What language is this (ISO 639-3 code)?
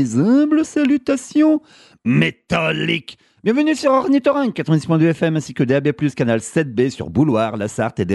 fra